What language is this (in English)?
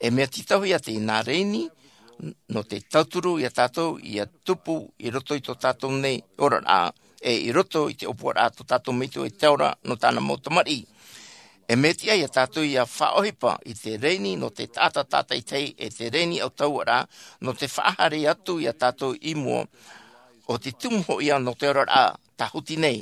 Tahitian